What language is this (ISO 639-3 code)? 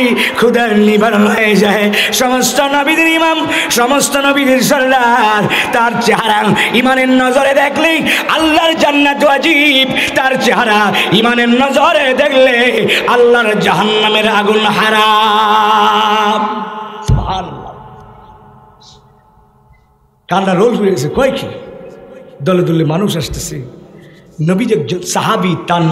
ben